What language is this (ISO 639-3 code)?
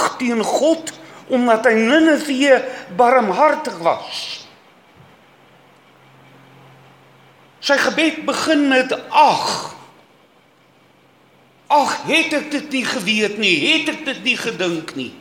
afr